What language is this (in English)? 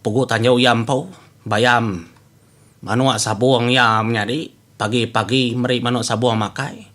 Iban